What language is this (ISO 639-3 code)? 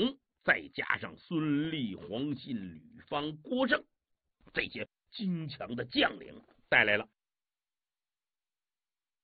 zho